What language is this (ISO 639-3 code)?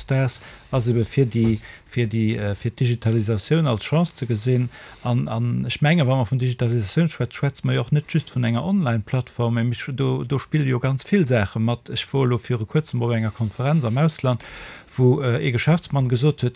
ltz